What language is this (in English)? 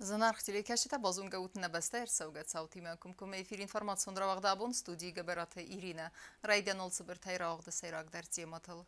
Ossetic